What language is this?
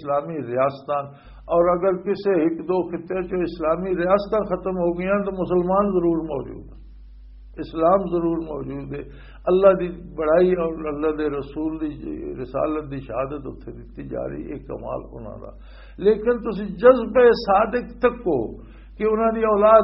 Western Panjabi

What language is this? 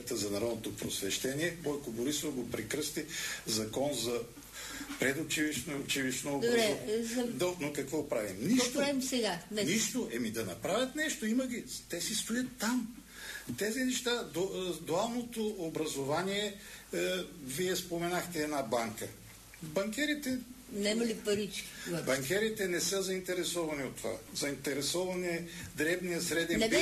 Bulgarian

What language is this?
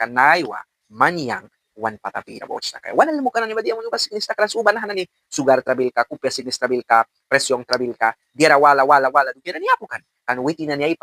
Mískito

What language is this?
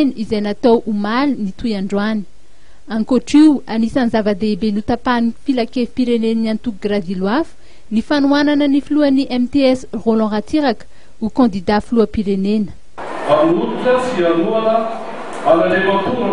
Malagasy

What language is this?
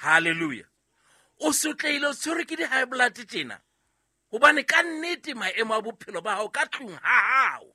Southern Sotho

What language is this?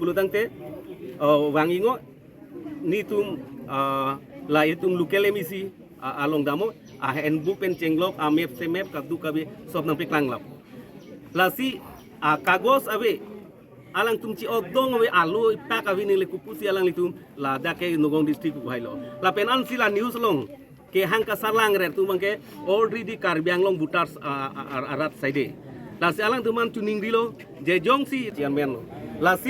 Karbi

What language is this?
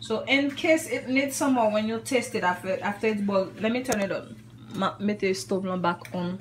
Haitian Creole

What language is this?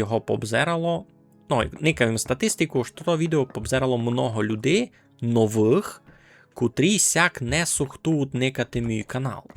Rusyn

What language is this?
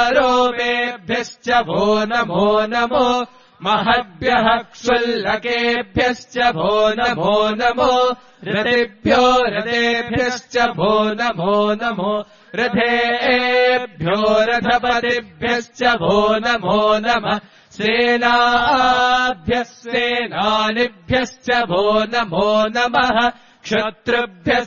Sanskrit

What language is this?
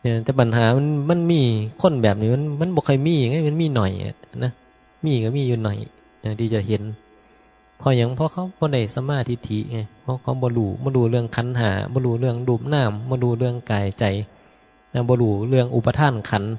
Northeastern Thai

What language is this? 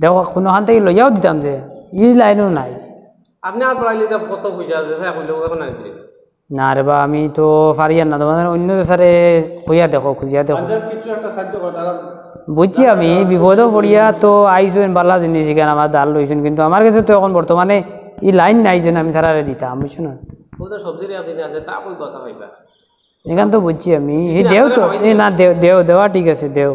Sylheti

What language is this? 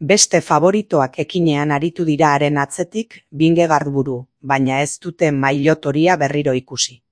Basque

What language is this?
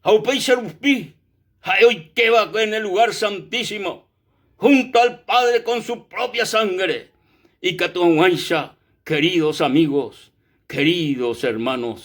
Guarani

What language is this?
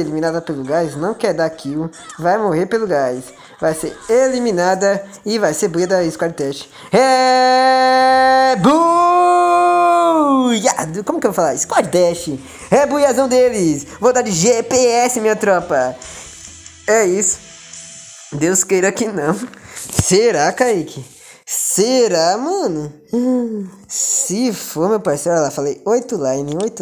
Portuguese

